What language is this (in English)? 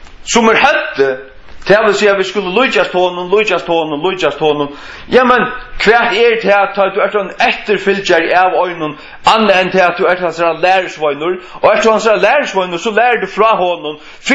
Faroese